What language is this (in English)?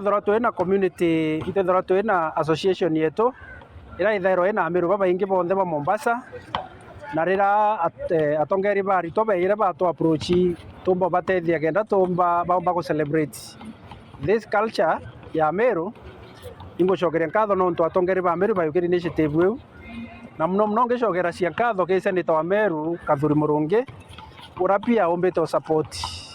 Meru